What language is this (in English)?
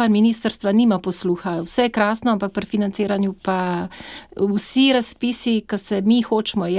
Slovenian